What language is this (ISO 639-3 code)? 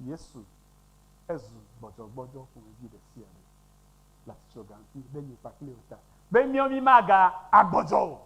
ewe